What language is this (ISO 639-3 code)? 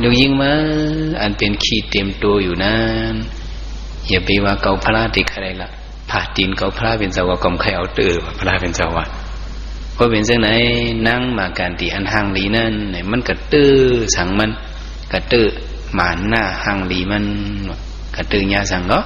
shn